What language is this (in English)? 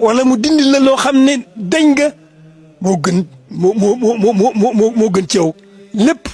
Wolof